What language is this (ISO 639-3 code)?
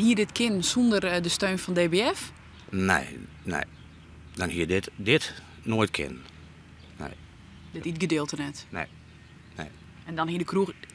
fry